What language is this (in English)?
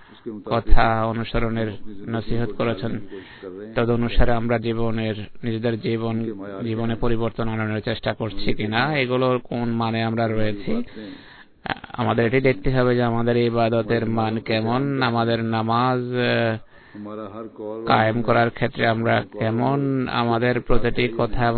Bangla